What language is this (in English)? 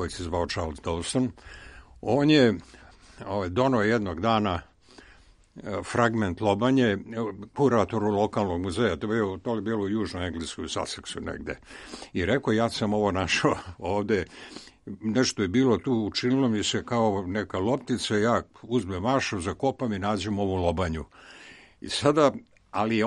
Serbian